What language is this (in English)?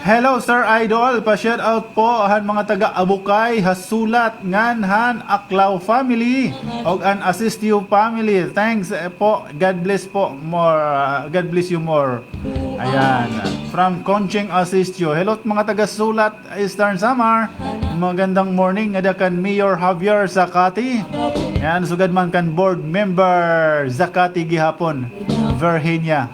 Waray